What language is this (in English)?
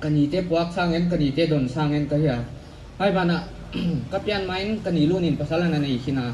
Paite Chin